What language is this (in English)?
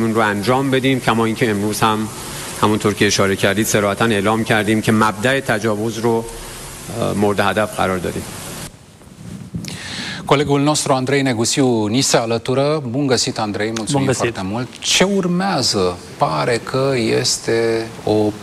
Romanian